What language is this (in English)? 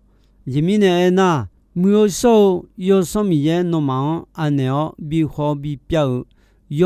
Akha